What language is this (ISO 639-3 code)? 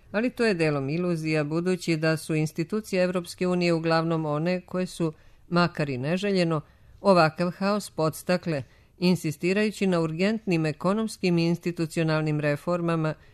srp